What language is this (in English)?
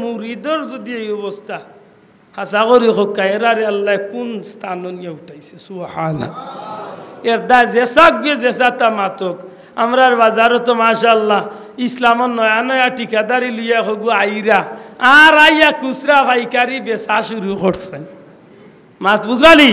Sylheti